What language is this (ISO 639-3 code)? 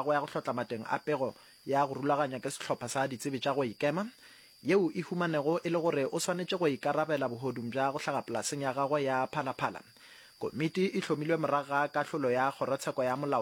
nso